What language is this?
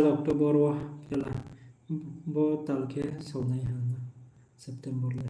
Riang (India)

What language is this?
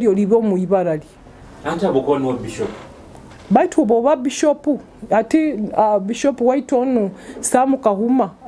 Nyoro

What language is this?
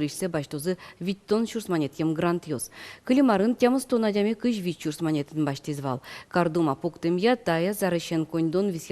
Udmurt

